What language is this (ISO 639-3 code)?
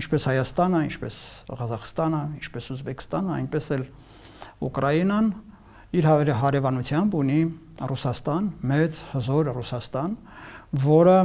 hye